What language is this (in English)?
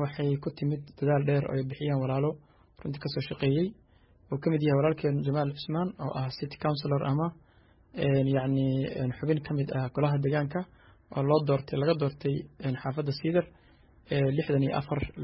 Somali